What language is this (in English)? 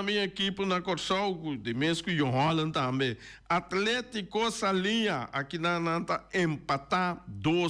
Papiamento